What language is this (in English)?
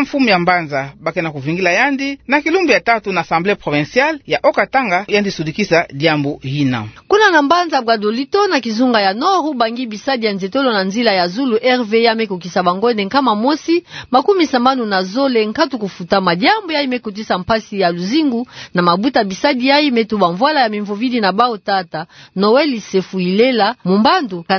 Kituba (Democratic Republic of Congo)